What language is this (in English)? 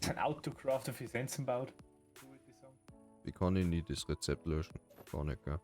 Bavarian